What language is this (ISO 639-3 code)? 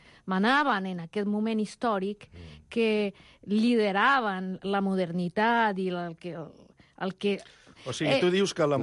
cat